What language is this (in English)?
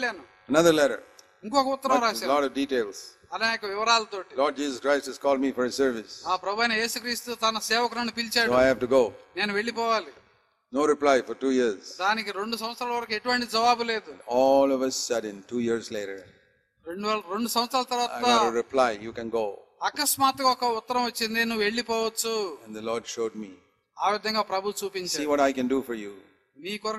Telugu